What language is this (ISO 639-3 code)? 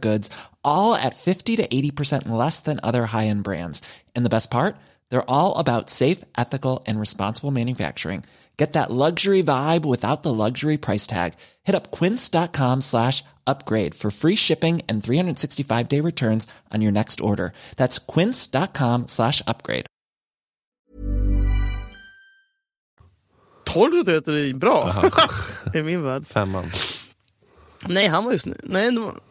swe